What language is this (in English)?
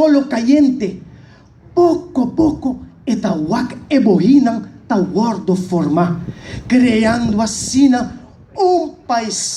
Papiamento